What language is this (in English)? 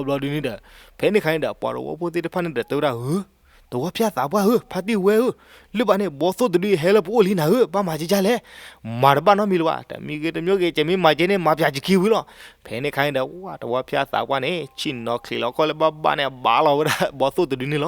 S'gaw Karen